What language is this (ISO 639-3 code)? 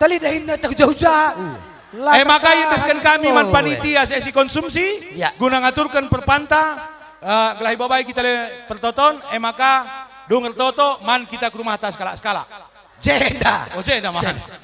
btx